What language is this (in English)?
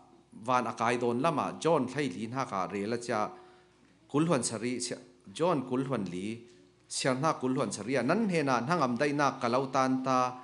Falam Chin